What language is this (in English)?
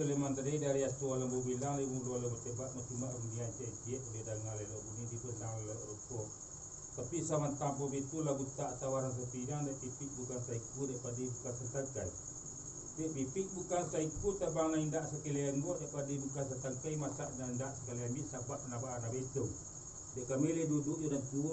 Minangkabau